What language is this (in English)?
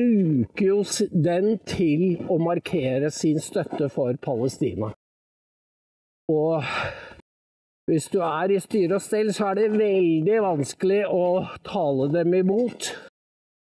Norwegian